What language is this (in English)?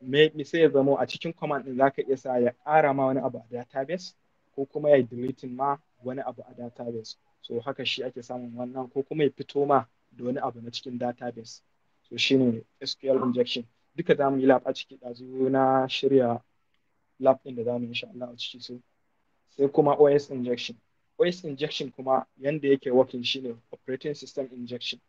Hausa